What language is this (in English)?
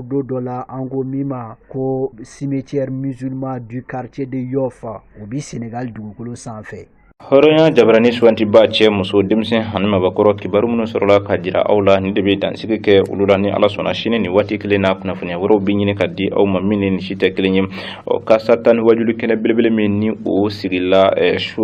Bambara